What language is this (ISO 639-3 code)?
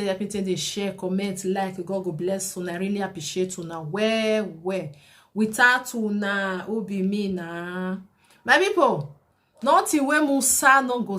pcm